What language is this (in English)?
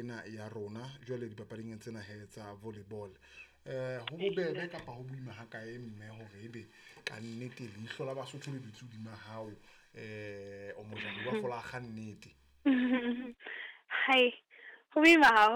Southern Sotho